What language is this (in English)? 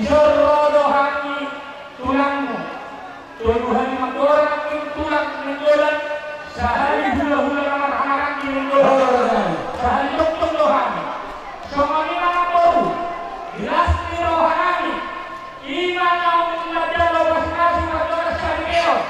Batak Toba